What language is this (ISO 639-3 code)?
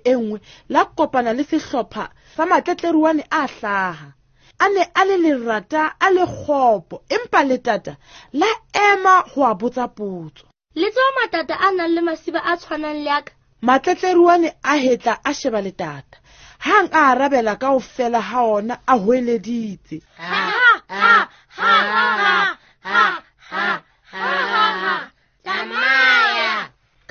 sot